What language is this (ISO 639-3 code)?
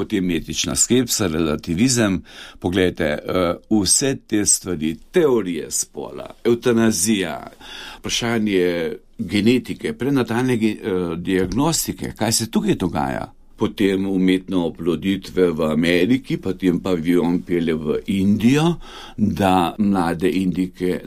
slv